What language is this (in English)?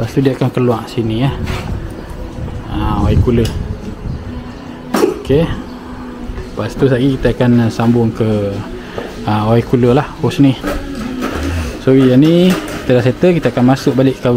Malay